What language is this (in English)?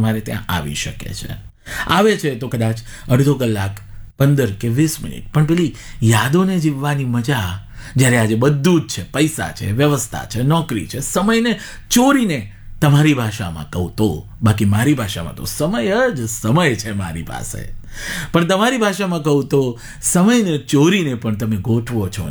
Gujarati